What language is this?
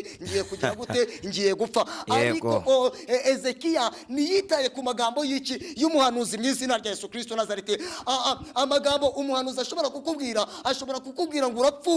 Kinyarwanda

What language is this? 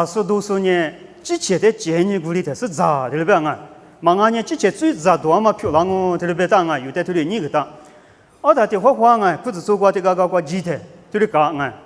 Lisu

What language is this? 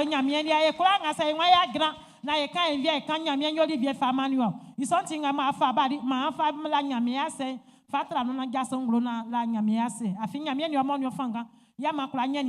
Baoulé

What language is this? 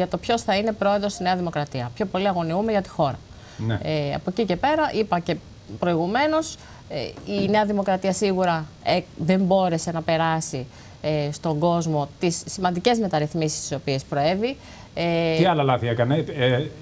Greek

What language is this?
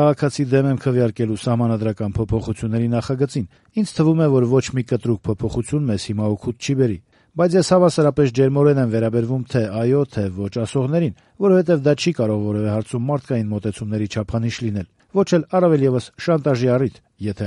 Armenian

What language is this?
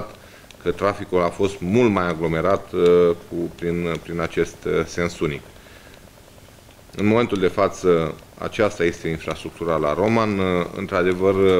Romanian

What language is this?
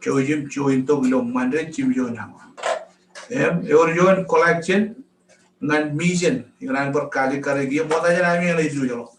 Marshallese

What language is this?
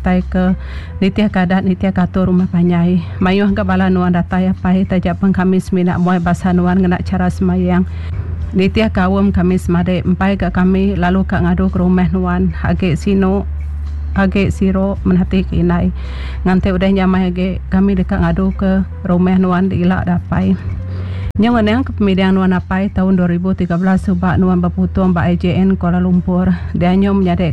Iban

